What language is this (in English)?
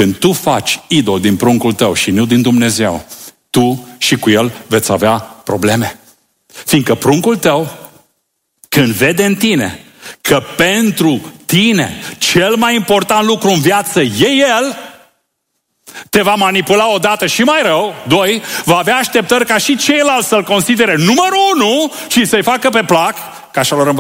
Romanian